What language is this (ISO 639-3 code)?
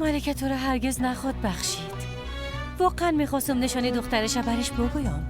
fas